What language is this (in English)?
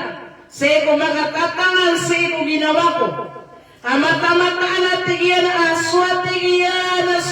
Maranao